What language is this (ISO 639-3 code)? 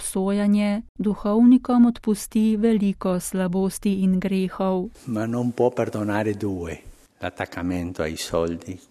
slv